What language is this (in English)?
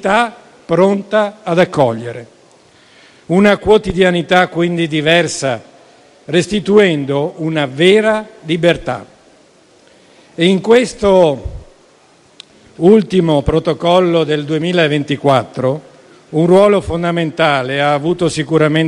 Italian